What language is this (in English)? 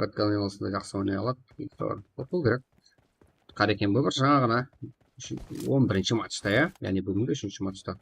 Kara-Kalpak